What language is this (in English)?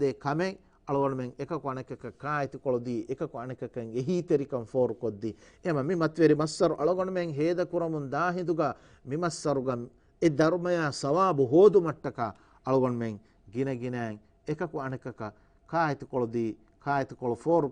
Divehi